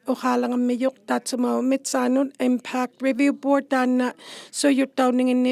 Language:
Inuktitut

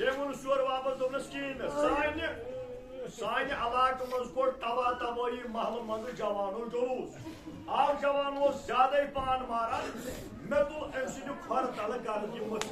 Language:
Kashmiri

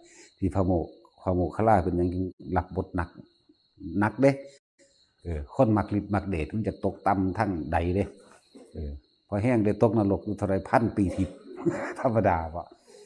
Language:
Northeastern Thai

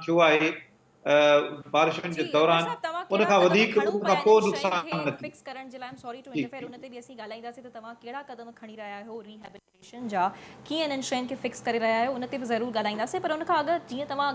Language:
Sindhi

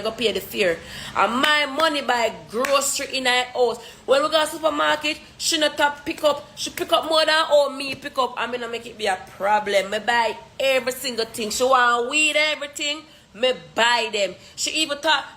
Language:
Jamaican Creole English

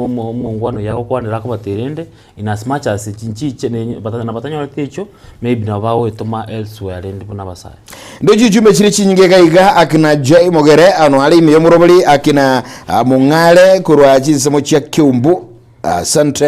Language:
Gusii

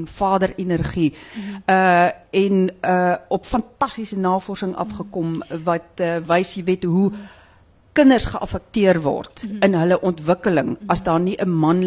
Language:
Afrikaans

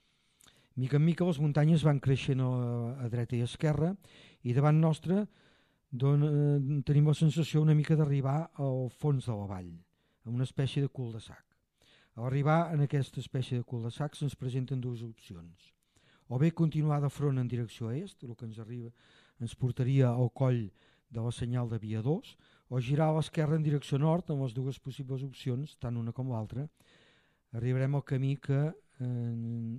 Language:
Catalan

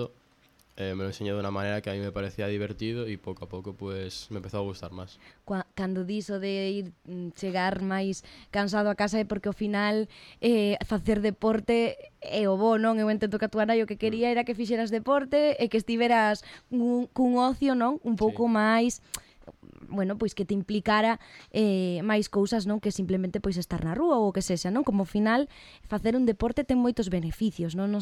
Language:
Galician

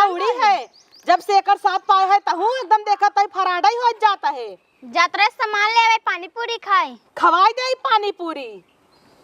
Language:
Awadhi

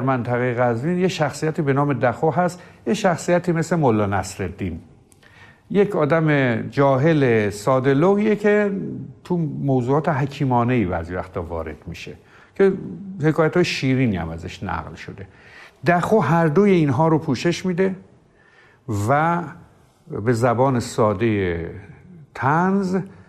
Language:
Persian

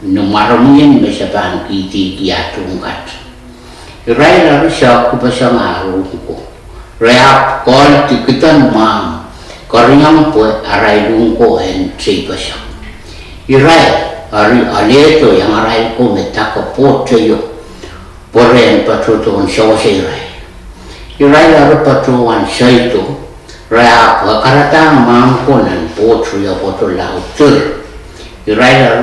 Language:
Pohnpeian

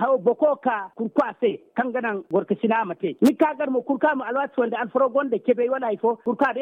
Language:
Zarma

